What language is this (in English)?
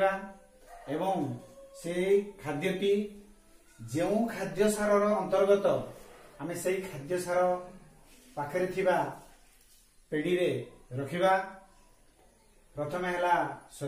Odia